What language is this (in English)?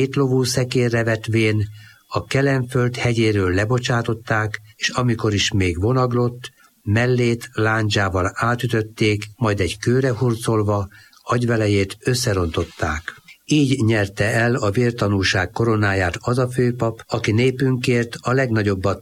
Hungarian